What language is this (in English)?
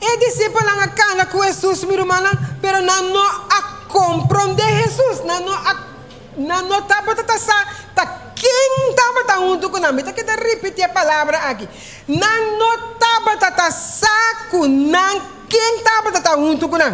Papiamento